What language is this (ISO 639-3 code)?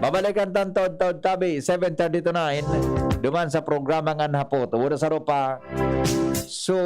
bik